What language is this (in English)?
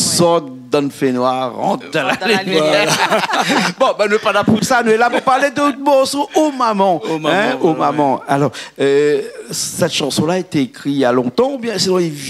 Réunion Creole French